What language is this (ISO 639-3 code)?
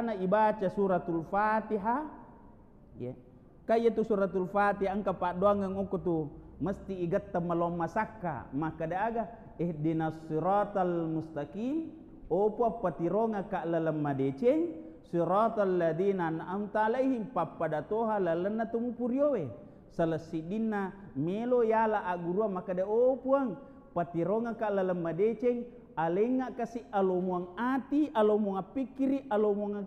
bug